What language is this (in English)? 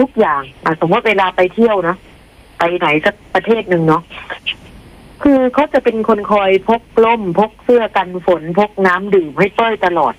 Thai